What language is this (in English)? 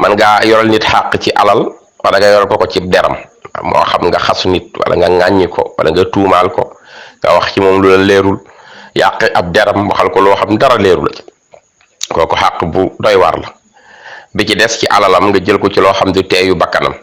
Wolof